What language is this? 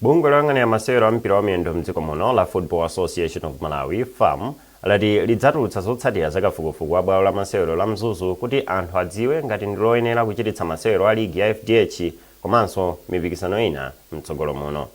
Nyanja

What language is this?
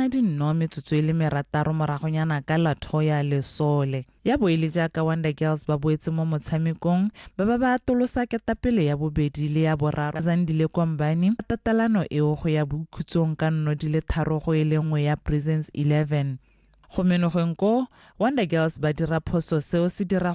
Tswana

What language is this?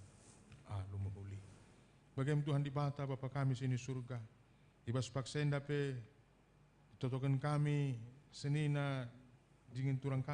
Batak Karo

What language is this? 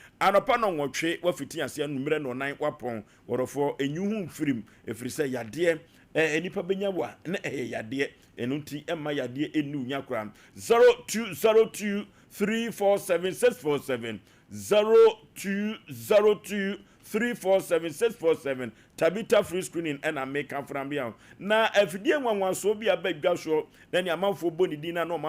Akan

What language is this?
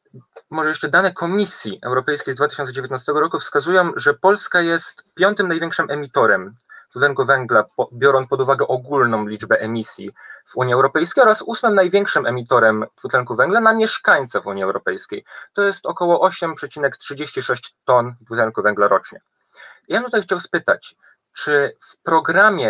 Polish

